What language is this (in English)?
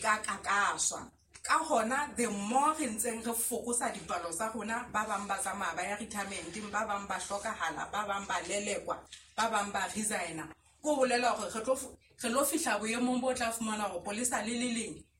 Southern Sotho